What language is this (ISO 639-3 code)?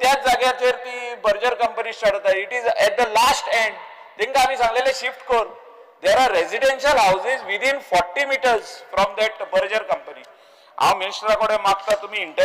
kok